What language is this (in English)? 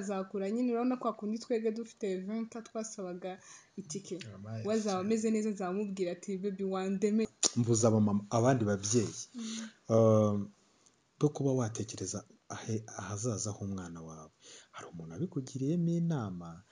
Kinyarwanda